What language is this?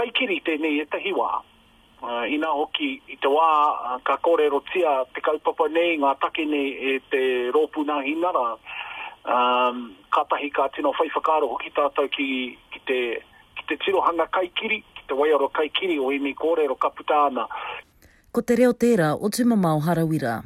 Māori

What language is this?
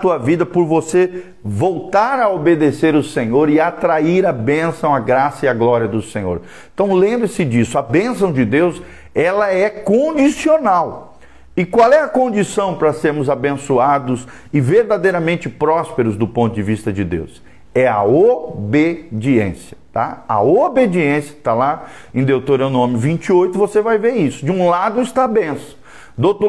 Portuguese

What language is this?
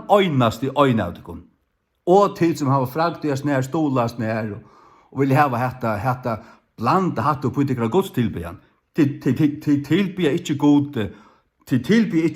Faroese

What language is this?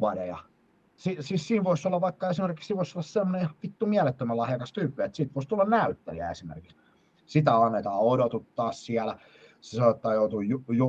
Finnish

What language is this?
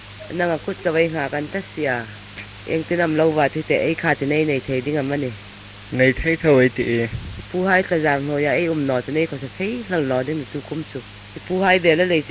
Hmar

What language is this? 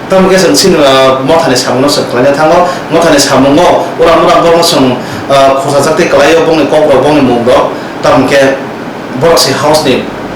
Riang (India)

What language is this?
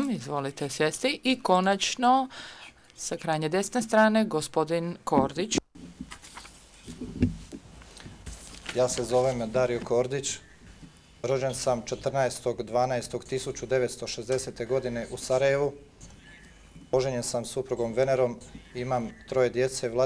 Croatian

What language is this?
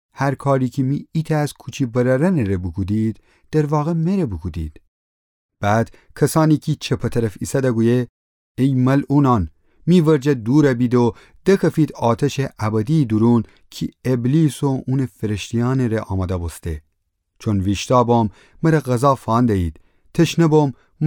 Gilaki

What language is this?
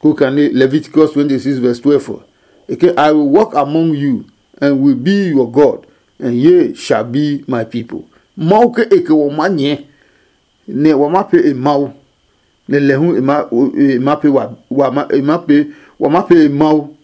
Adangme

